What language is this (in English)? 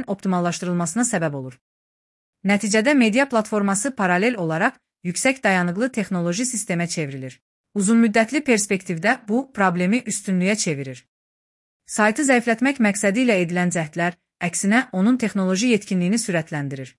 Azerbaijani